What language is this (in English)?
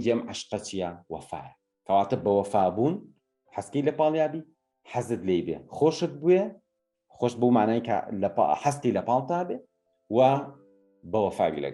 Central Kurdish